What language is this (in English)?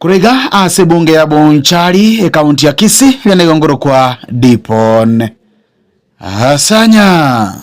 Gusii